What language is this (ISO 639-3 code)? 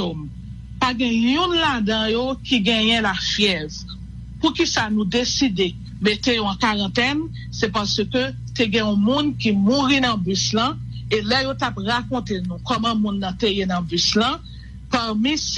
hat